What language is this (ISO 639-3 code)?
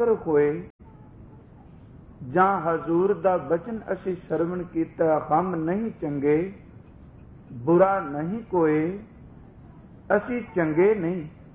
pan